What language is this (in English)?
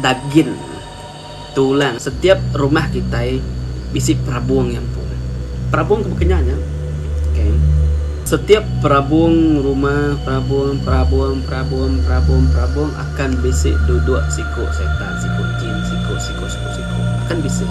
Iban